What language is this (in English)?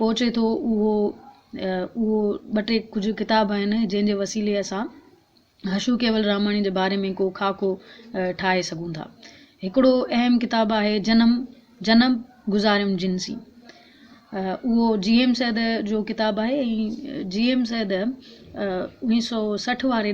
Sindhi